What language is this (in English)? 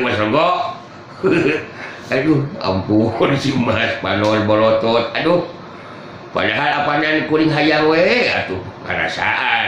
Sundanese